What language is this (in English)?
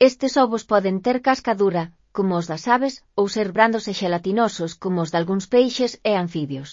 Galician